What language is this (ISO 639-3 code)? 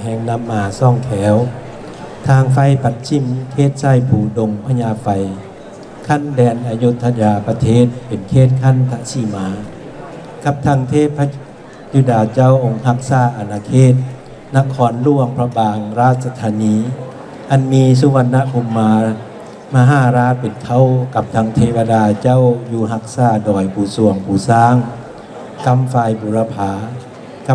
lao